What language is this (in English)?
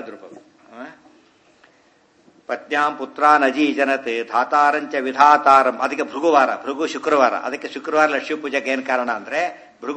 Kannada